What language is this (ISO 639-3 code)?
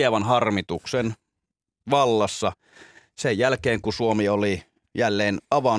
fin